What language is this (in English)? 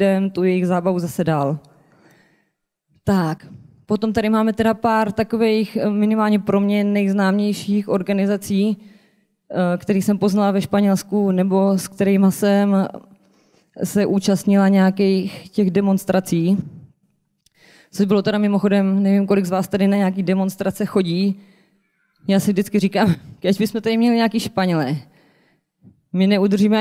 Czech